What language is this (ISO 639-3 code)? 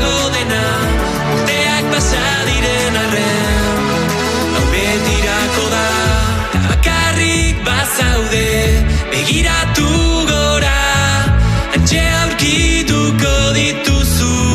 eus